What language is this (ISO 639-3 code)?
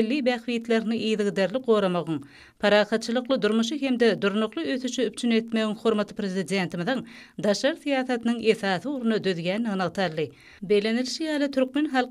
tuk